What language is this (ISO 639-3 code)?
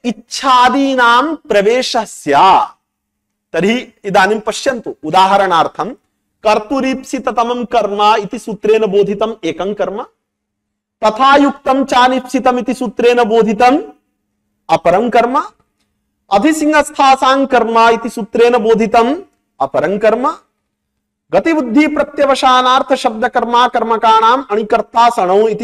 san